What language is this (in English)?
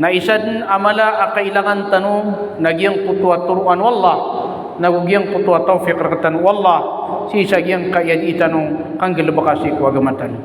Maranao